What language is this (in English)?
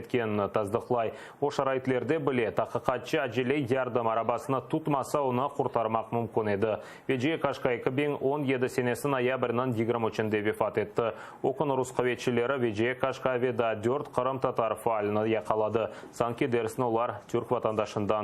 Crimean Tatar